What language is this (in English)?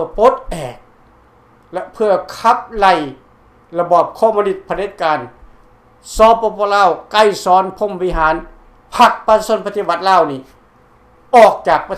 Lao